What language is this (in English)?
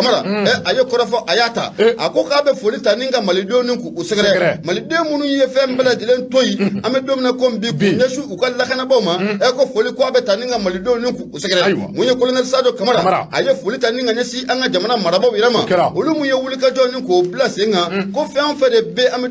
Bambara